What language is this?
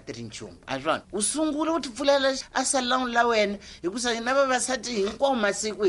Tsonga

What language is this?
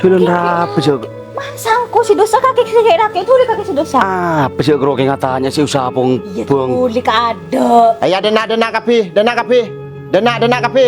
Madurese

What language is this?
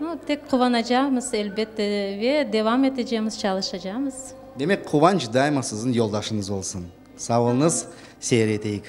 Crimean Tatar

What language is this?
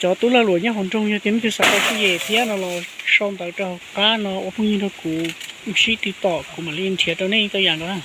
Hmong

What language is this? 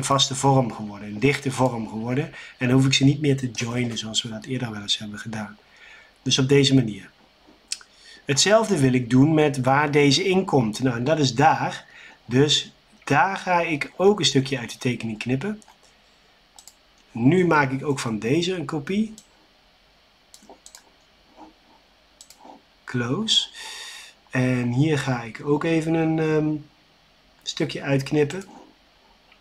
Dutch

